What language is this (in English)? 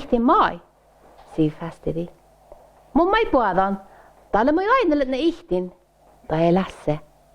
Northern Sami